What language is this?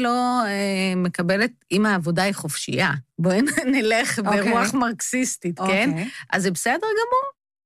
Hebrew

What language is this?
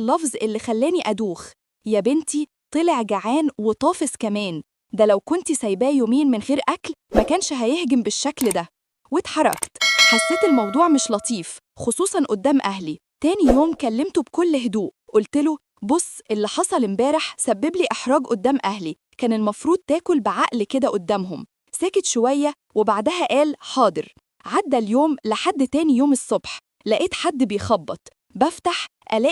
Egyptian Arabic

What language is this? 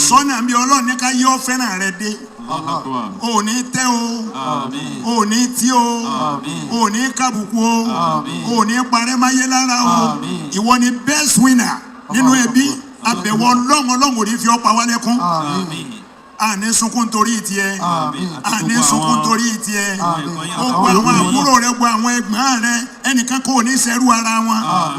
Yoruba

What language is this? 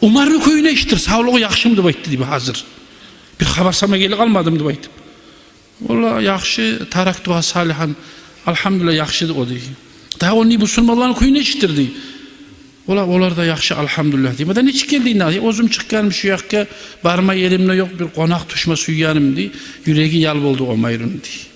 Kumyk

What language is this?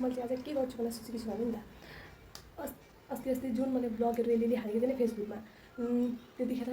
Nepali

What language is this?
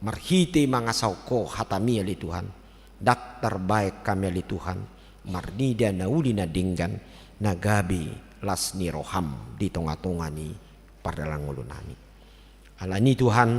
Batak Toba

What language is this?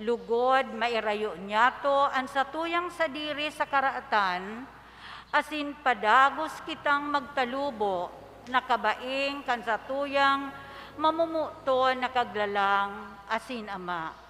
Bikol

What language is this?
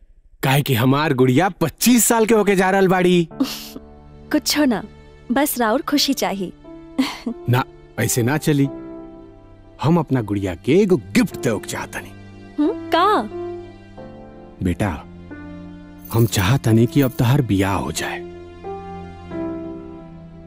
Bhojpuri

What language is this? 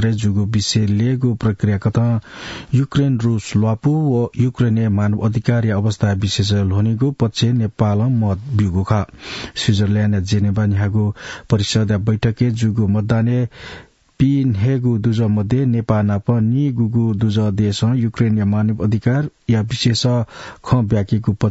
Newari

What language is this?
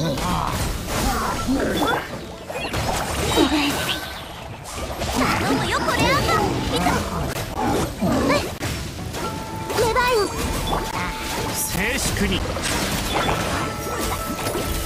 Japanese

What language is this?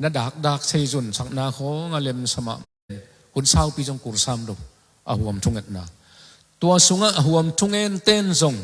Tedim Chin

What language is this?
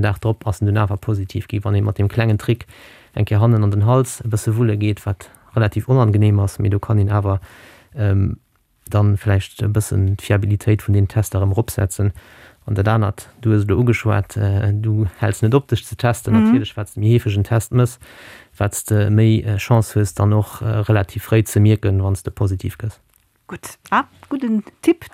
Luxembourgish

